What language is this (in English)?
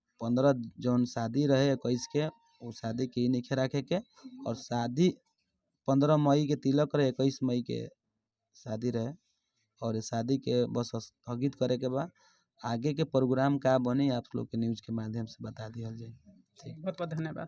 Bhojpuri